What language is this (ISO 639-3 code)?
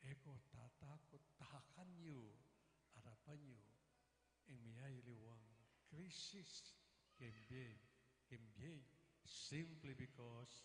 pam